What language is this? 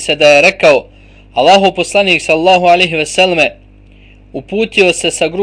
Bosnian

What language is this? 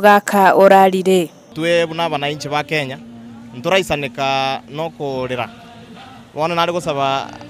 Gusii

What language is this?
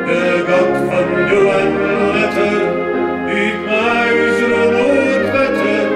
Western Frisian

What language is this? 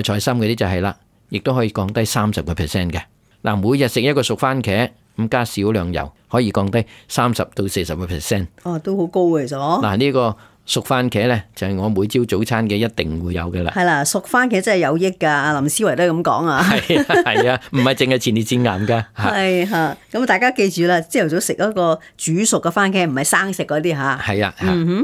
Cantonese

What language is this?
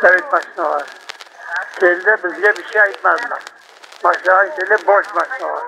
Crimean Tatar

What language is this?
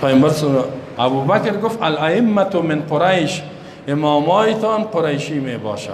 Persian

